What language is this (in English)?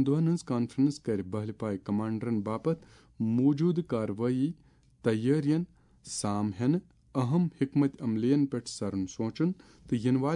Kashmiri